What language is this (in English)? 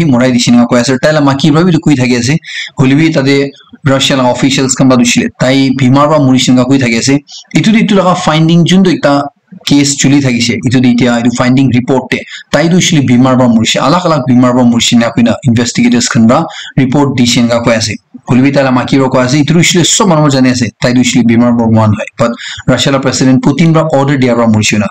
Naga Pidgin